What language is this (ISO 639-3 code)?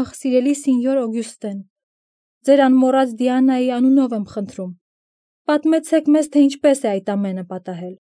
hye